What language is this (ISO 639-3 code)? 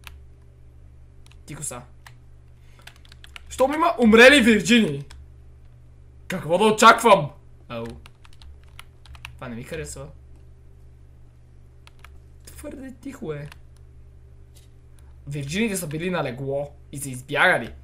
bul